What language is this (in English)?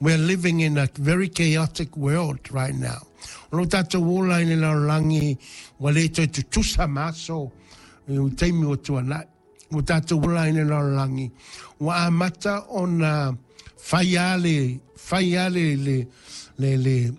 Samoan